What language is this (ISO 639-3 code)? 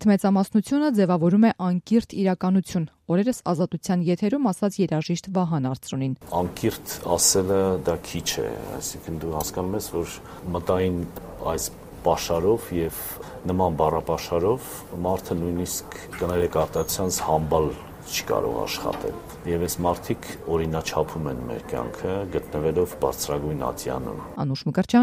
hye